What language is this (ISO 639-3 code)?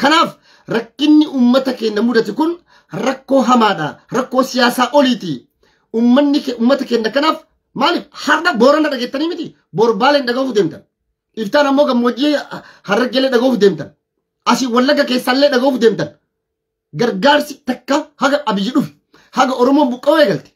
orm